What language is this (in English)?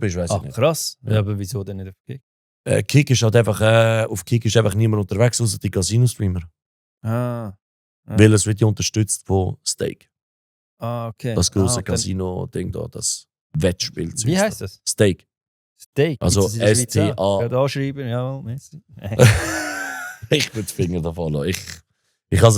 Swiss German